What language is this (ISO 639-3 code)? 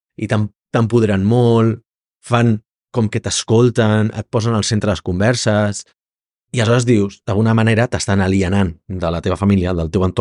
cat